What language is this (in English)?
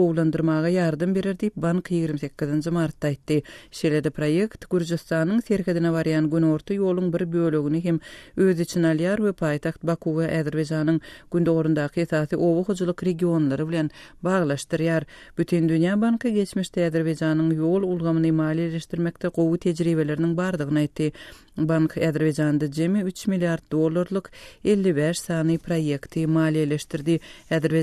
Turkmen